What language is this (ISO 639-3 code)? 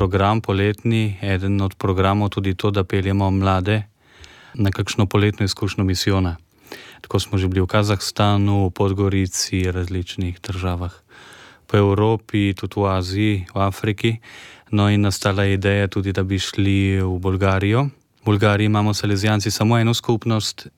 slv